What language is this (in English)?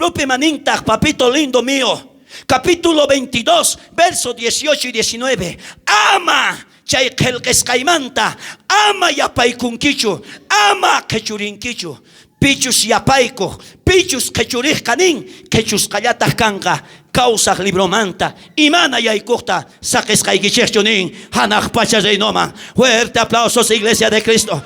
South Bolivian Quechua